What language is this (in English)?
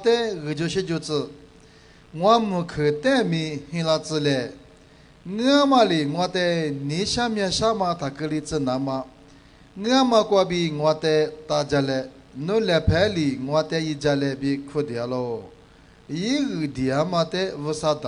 Lisu